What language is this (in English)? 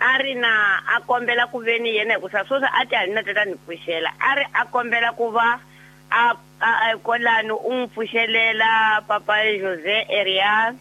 Tsonga